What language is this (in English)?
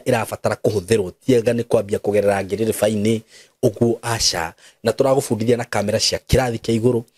Kikuyu